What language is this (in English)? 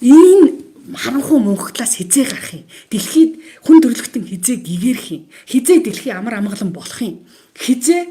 Mongolian